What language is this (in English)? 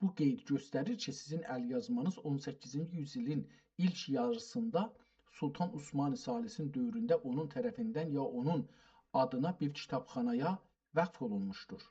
South Azerbaijani